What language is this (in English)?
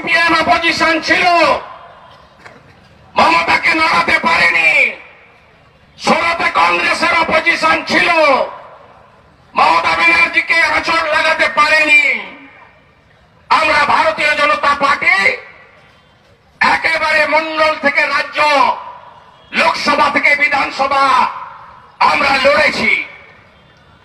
Bangla